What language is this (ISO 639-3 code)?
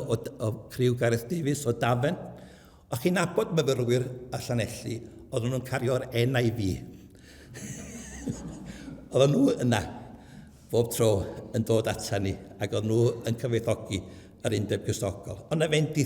cym